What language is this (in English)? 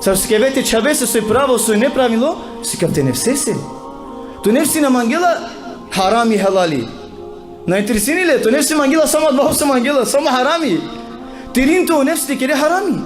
Balkan Romani